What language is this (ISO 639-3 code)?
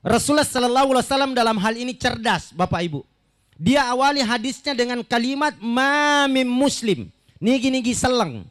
bug